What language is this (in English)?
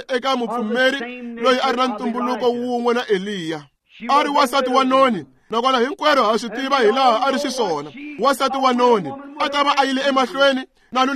Tsonga